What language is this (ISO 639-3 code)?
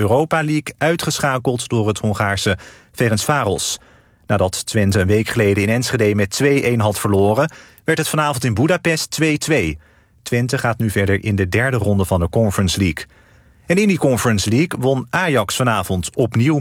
nld